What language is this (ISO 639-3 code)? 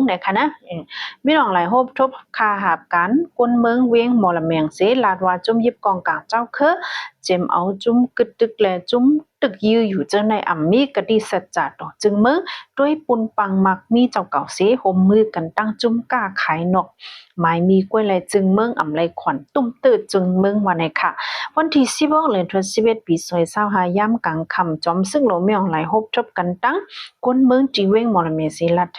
shn